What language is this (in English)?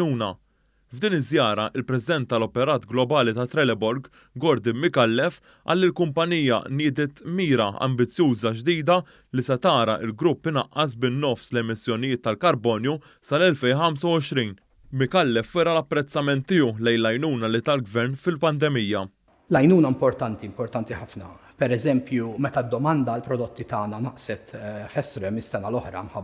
Maltese